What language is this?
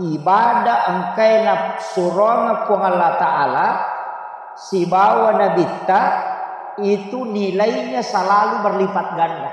Buginese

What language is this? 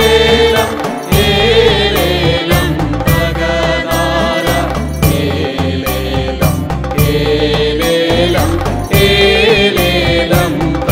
Malayalam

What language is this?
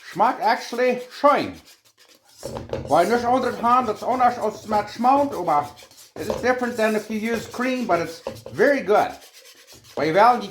Plautdietsch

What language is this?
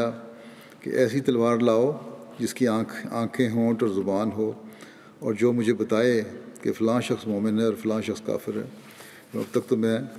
Urdu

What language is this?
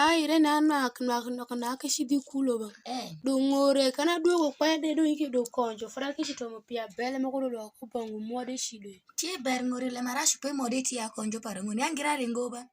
Alur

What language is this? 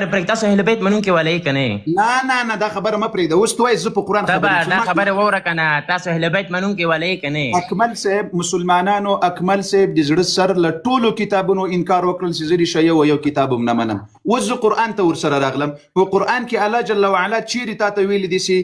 Pashto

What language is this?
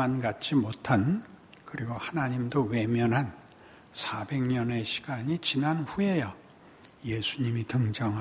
Korean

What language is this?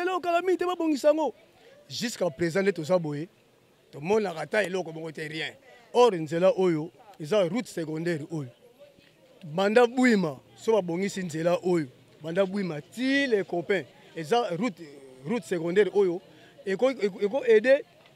Lingala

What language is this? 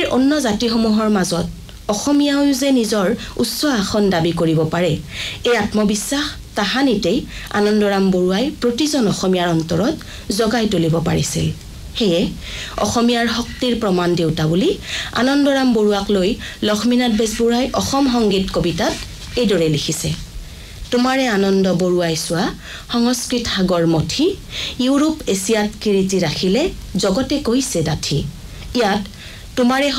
Assamese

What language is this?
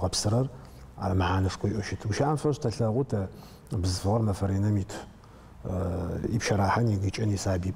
Adyghe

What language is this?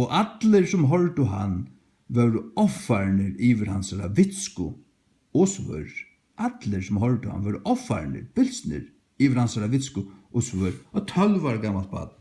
Faroese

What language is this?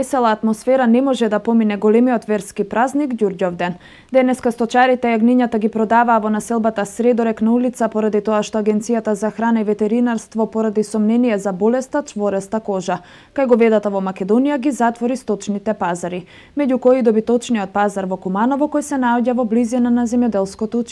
Macedonian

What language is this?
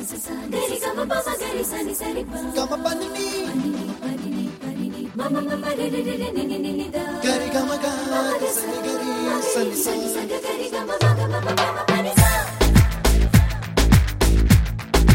Telugu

